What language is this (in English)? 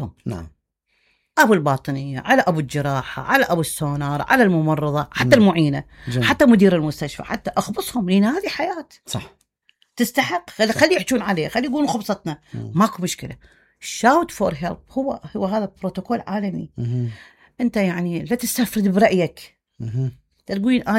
Mesopotamian Arabic